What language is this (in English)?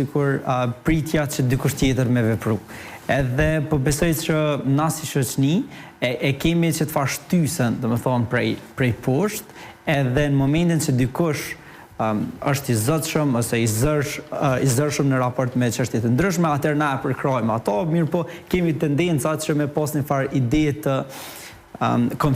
Albanian